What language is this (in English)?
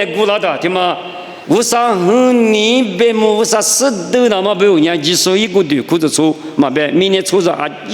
Lisu